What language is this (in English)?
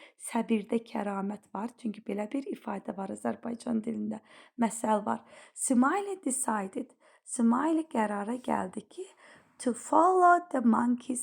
Azerbaijani